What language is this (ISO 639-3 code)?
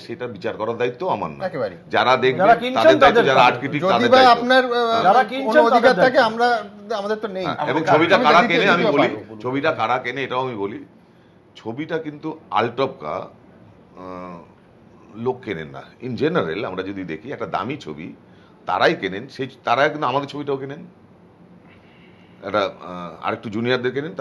ben